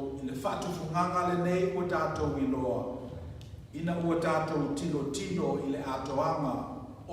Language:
Samoan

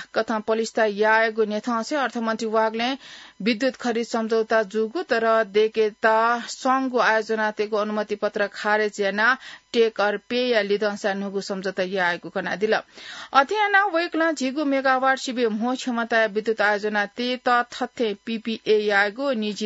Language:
Newari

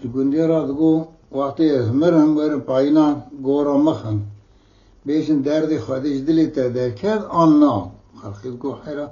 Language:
Kurdish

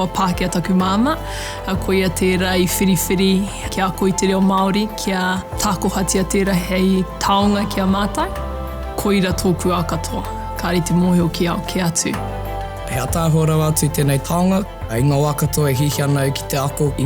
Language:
Māori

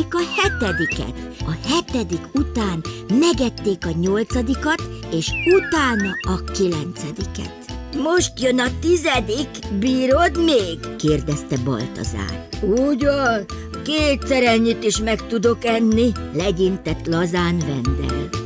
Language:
Hungarian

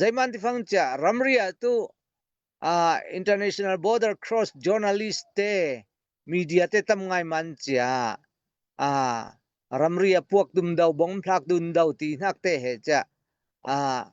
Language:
Falam Chin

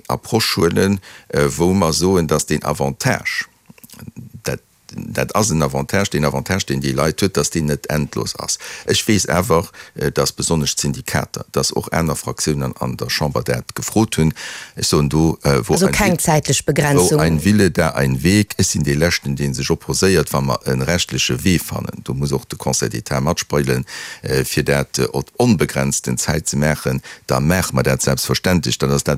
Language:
Luxembourgish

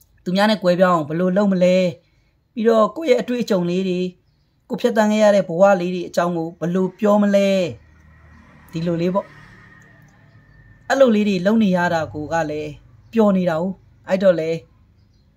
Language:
Burmese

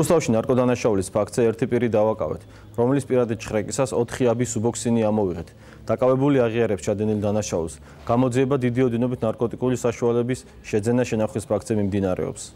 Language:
Georgian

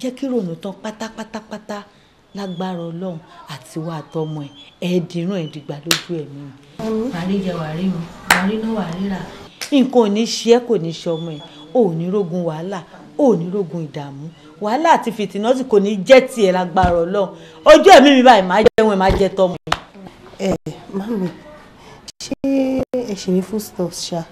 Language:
Yoruba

